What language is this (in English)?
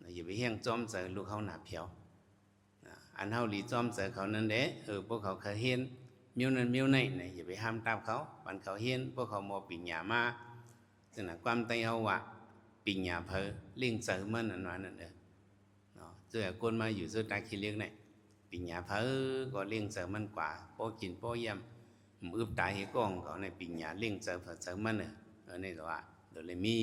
Shan